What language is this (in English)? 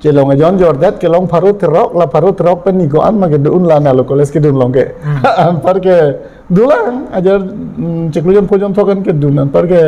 Karbi